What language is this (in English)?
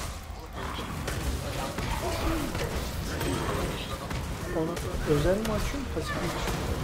Turkish